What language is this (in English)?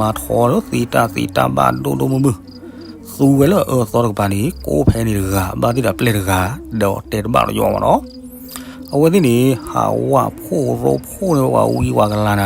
S'gaw Karen